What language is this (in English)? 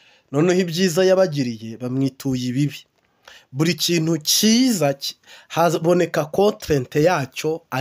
Kinyarwanda